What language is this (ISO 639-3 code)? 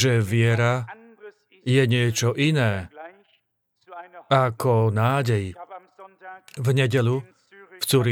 slk